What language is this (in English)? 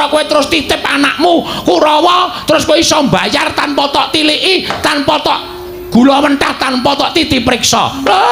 Javanese